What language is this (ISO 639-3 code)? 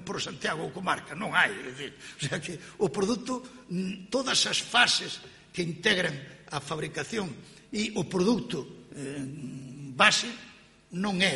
glg